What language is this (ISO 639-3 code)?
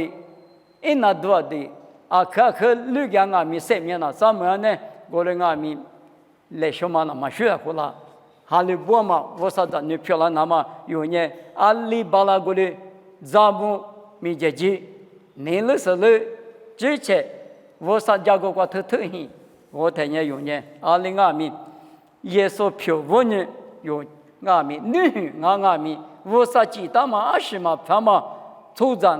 lis